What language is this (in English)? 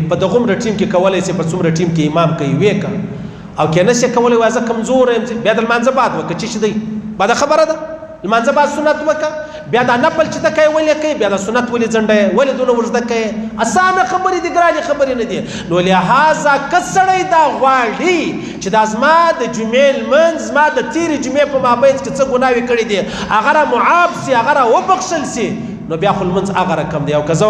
Pashto